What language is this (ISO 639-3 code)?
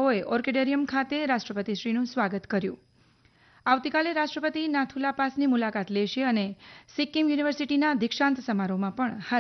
guj